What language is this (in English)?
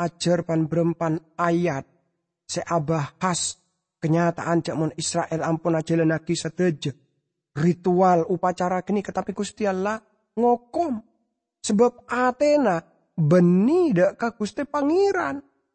Madurese